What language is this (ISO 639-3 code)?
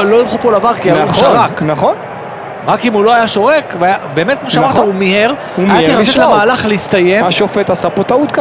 heb